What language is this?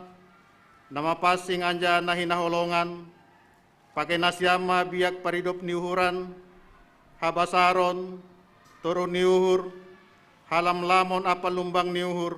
Batak Simalungun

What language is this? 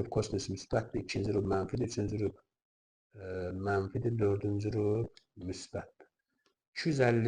Azerbaijani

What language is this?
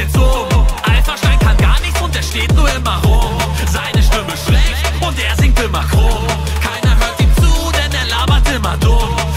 German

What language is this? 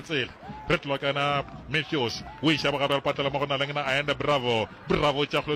Northern Sotho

